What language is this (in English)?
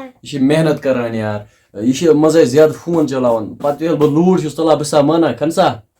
Kashmiri